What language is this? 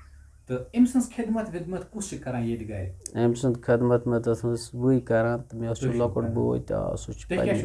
Kashmiri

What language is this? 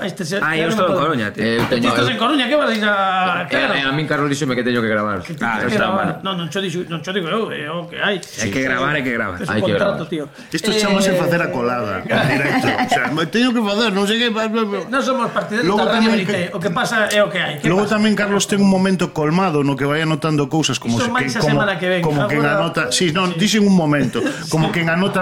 Galician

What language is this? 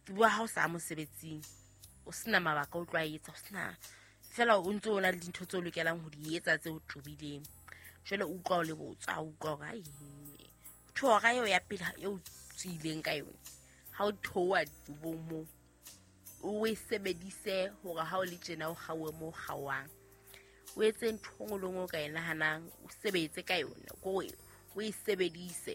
Southern Sotho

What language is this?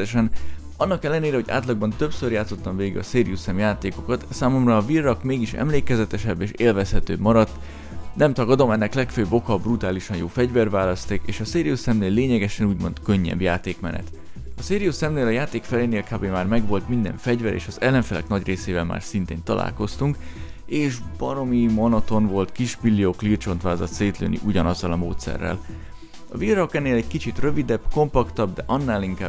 Hungarian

